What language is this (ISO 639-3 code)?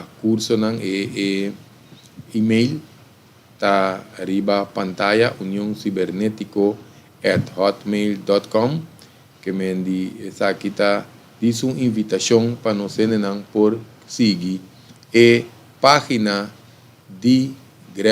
pap